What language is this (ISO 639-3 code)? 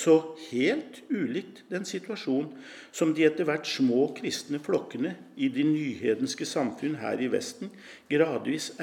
nor